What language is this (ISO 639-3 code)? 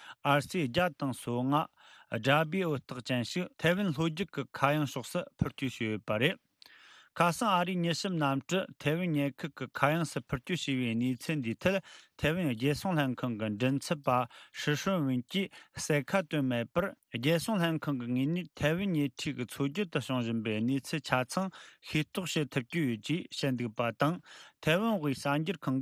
bod